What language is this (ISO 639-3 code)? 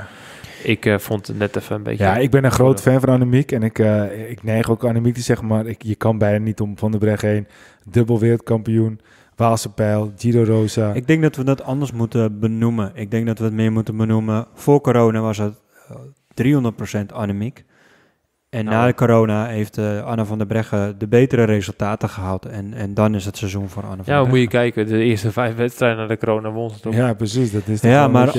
nld